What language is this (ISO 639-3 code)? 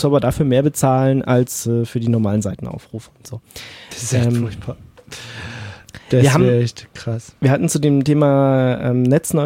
deu